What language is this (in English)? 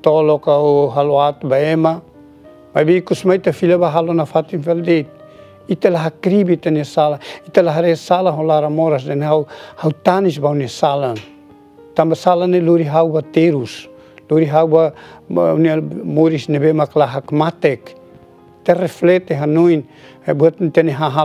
Tetum